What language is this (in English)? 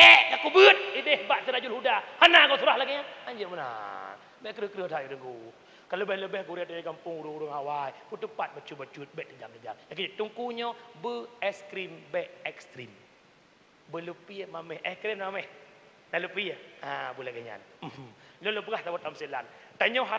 Achinese